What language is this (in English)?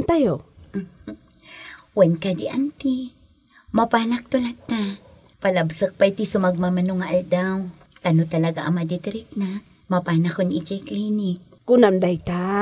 Iloko